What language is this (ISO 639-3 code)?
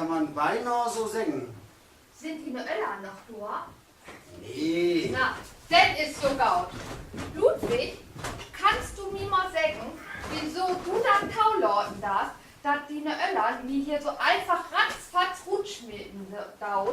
nds